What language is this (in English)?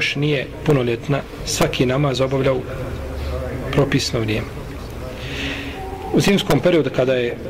Bosnian